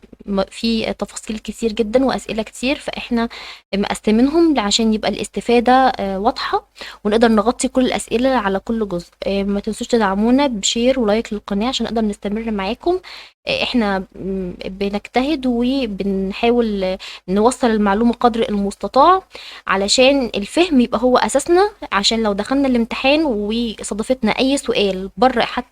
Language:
Egyptian Arabic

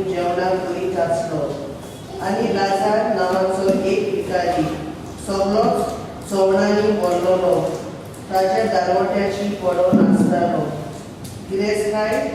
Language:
Konkani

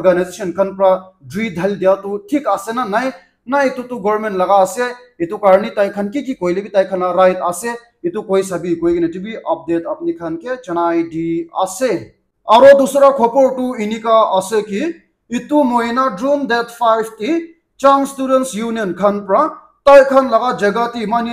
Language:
Naga Pidgin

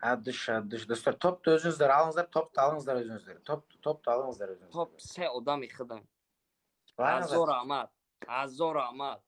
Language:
Tajik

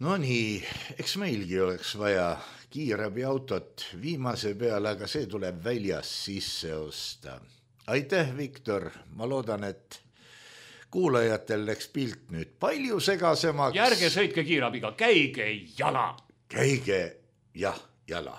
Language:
Estonian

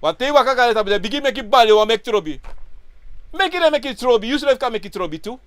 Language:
Sranan Tongo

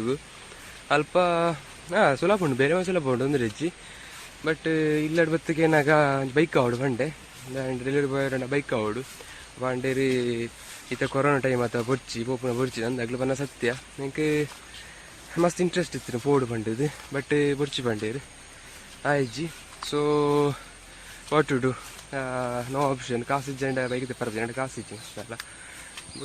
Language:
Tulu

